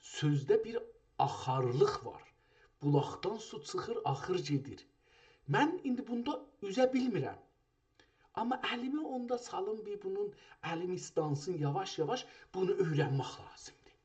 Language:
South Azerbaijani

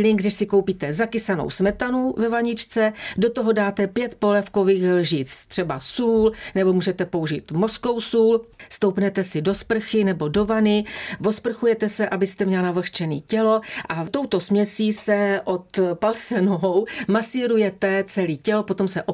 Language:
Czech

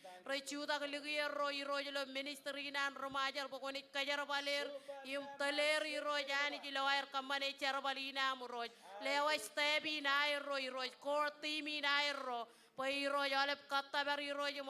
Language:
Marshallese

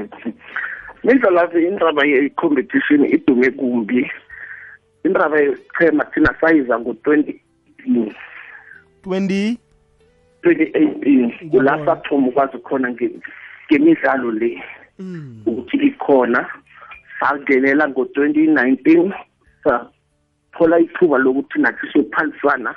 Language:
South Ndebele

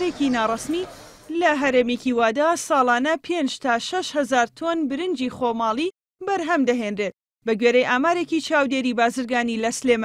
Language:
Central Kurdish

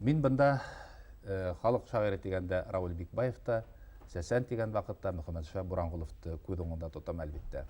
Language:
Bashkir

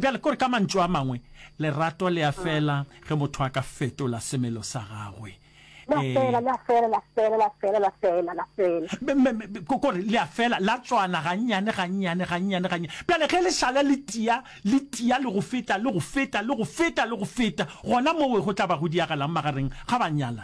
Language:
Northern Sotho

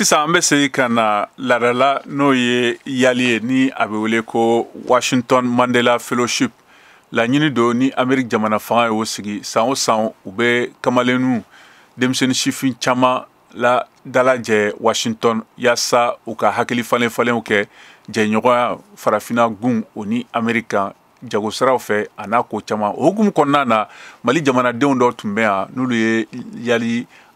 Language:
Bambara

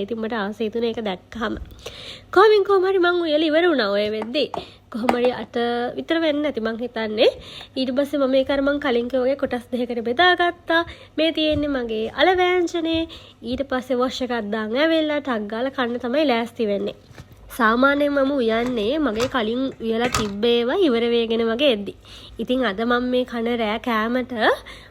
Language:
Sinhala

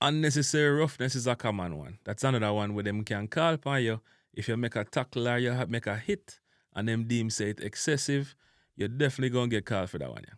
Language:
Jamaican Creole English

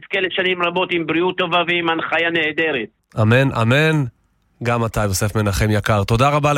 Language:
Hebrew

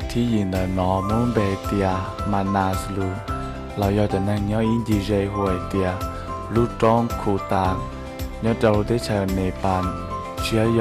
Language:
Hmong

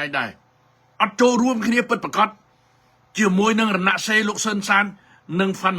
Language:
Khmer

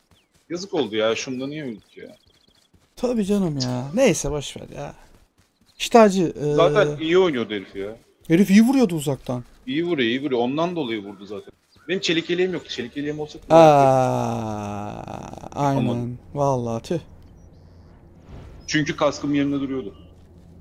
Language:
Turkish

